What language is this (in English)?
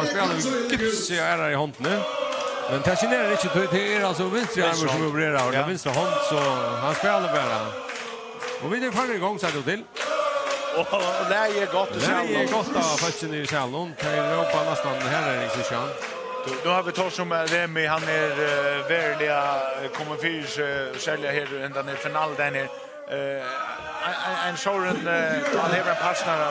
Faroese